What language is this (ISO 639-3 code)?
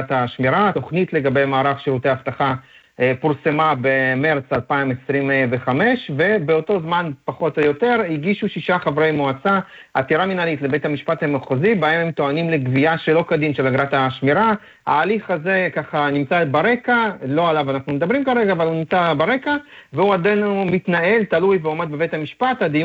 heb